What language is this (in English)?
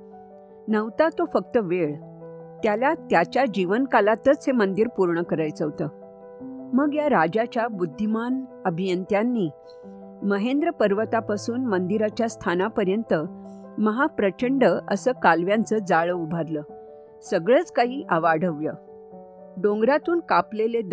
Marathi